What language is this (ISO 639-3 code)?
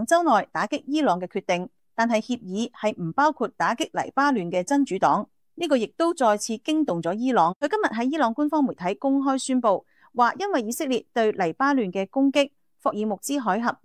yue